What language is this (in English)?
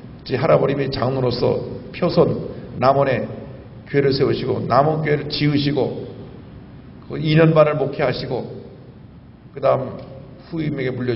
Korean